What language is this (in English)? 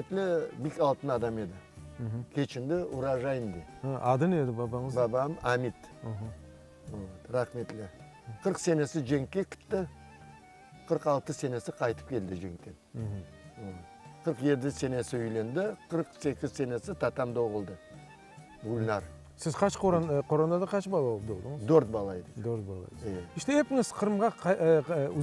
Crimean Tatar